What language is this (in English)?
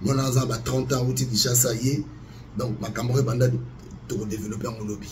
Lingala